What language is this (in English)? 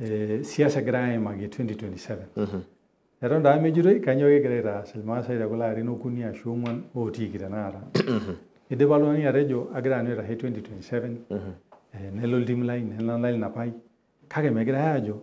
Masai